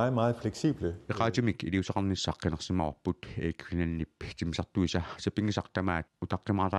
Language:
Kalaallisut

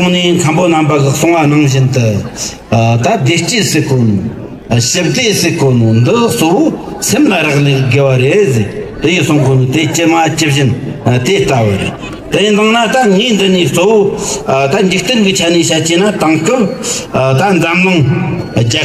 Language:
Tibetan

